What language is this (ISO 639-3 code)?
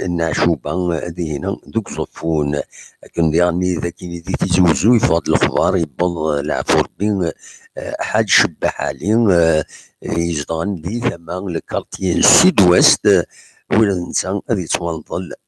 kab